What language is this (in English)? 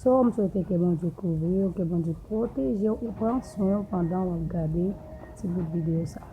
Haitian Creole